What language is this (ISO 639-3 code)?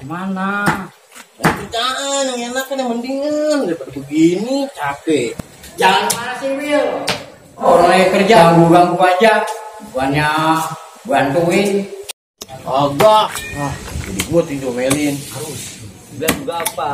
bew